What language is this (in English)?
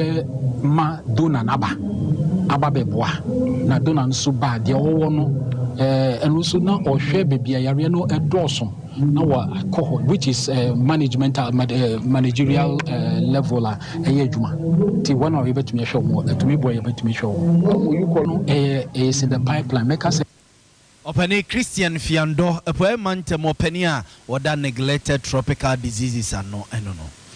Akan